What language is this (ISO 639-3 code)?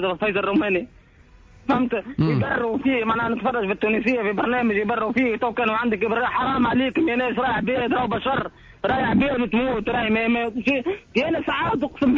aeb